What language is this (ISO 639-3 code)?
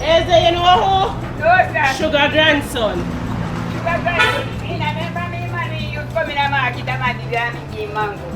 jam